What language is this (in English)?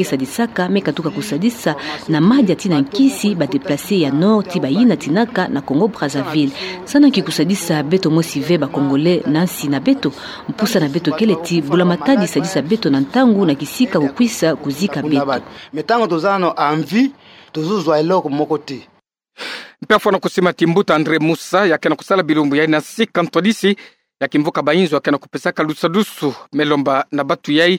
Kituba (Democratic Republic of Congo)